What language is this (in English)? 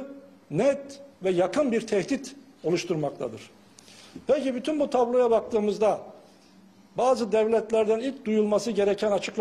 Turkish